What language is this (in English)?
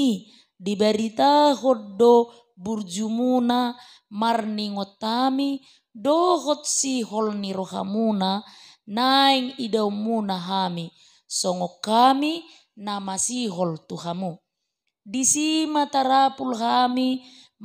Batak Toba